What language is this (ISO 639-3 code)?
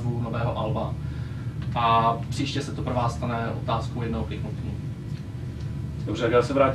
ces